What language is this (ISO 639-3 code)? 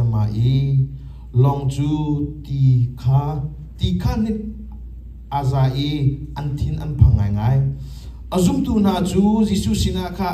cnh